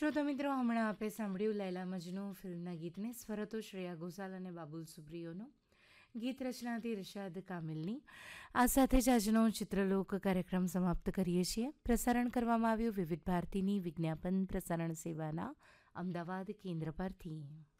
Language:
Gujarati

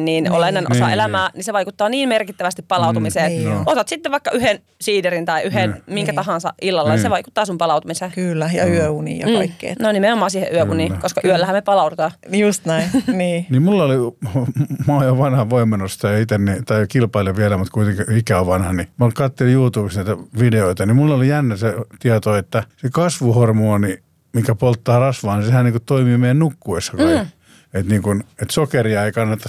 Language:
Finnish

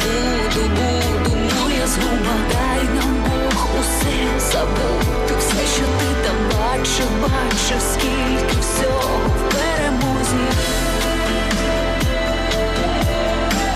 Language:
Ukrainian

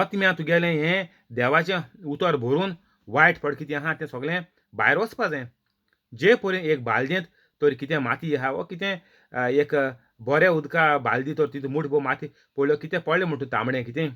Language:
Konkani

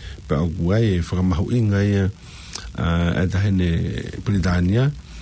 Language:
Tongan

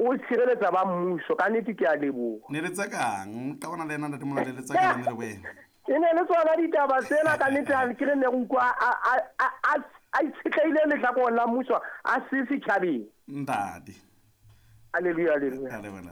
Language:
Southern Sotho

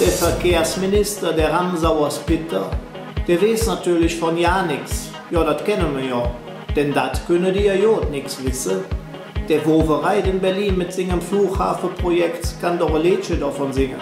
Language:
Colognian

